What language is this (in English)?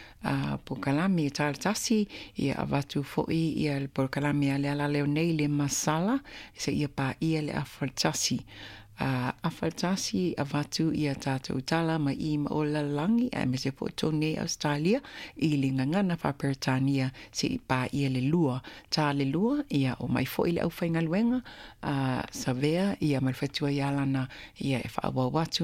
Samoan